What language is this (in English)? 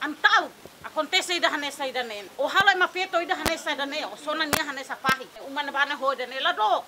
Tetum